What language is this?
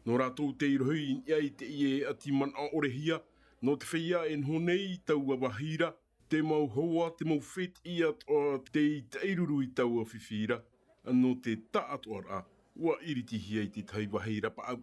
Tahitian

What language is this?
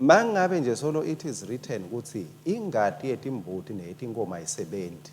Swati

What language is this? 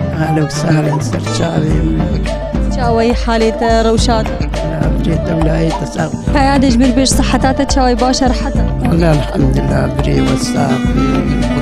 Kurdish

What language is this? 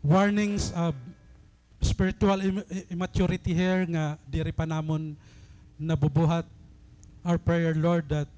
Waray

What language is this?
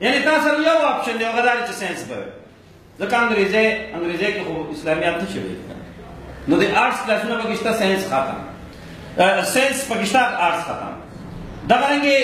Pashto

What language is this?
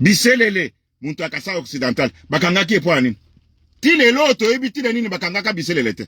Lingala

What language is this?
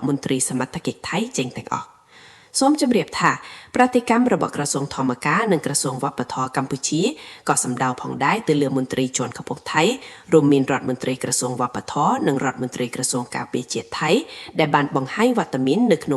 Khmer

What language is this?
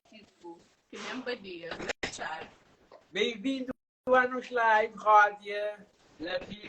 Kabuverdianu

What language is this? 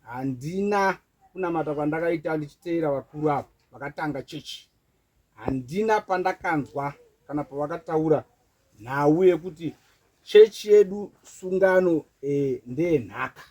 Shona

